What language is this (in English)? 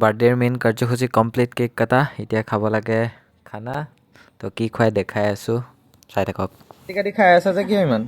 Assamese